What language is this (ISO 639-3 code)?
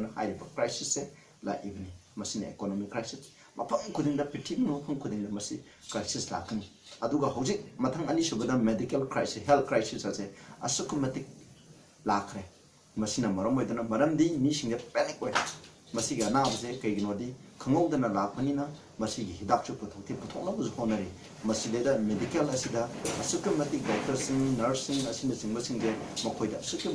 mni